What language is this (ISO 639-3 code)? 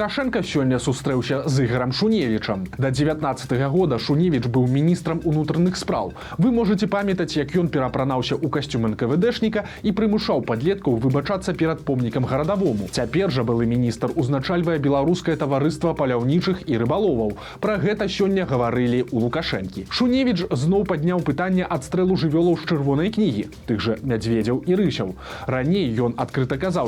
bel